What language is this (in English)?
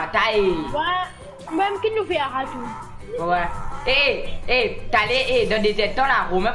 Morisyen